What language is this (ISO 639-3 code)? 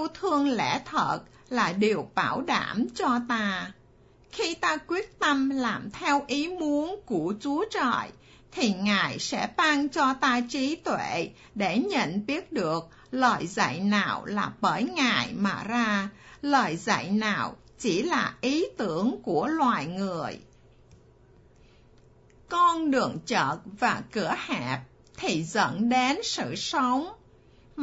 vie